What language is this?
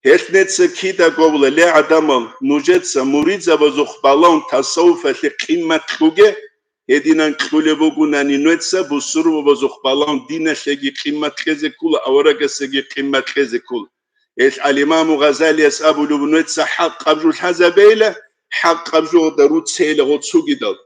Avaric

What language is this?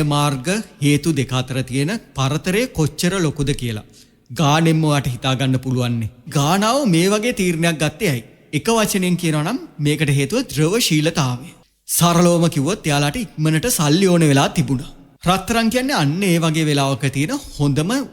Sinhala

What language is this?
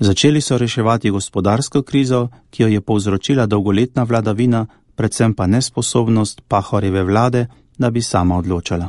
Slovenian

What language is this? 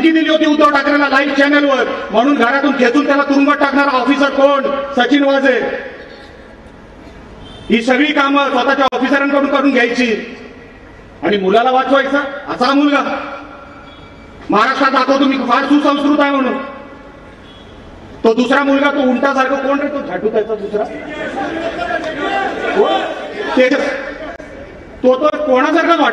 Marathi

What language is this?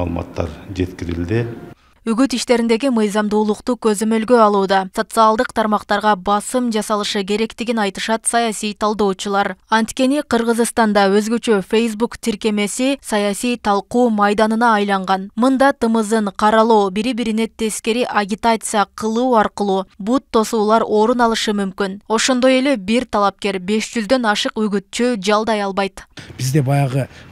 Kyrgyz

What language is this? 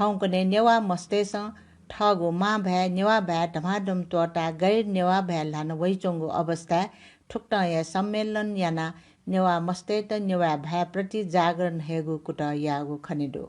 Newari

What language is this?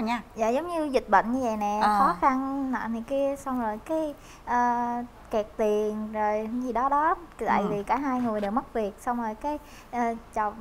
Vietnamese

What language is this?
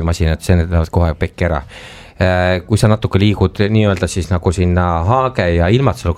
Estonian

